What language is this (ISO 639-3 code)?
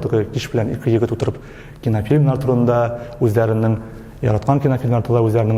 tat